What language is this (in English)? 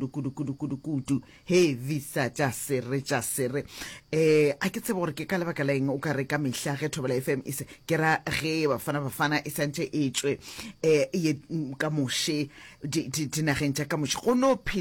Northern Sotho